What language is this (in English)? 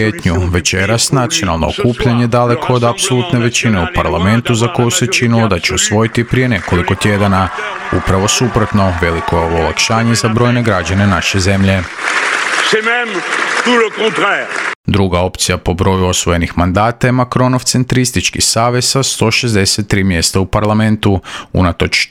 Croatian